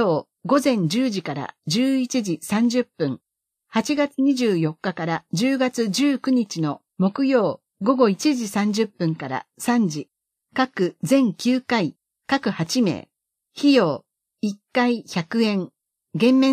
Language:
Japanese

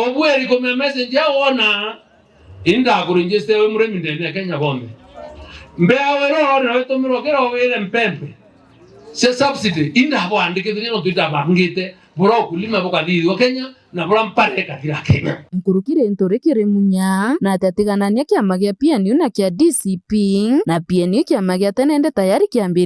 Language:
Meru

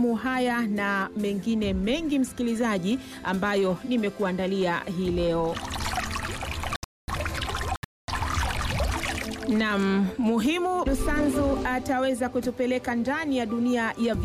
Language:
Swahili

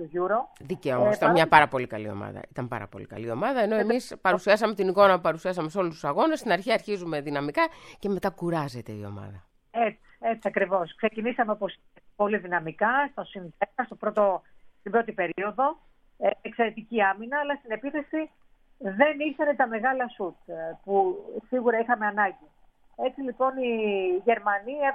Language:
Greek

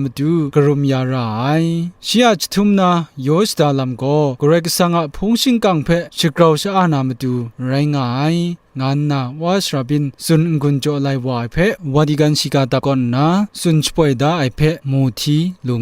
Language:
Kachin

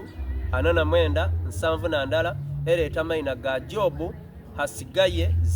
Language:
Soga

